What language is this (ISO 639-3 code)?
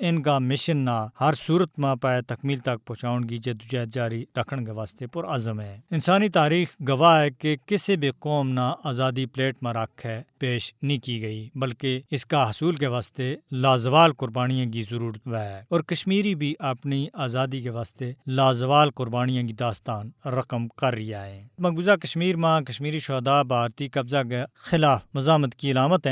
gju